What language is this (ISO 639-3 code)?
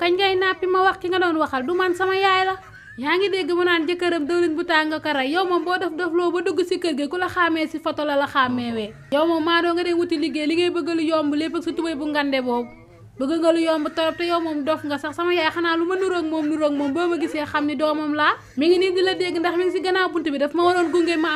wol